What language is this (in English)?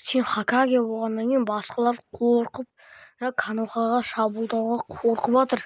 Kazakh